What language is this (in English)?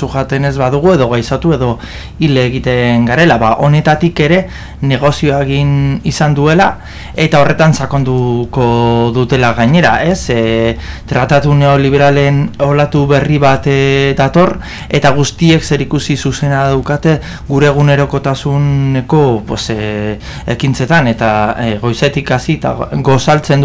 Basque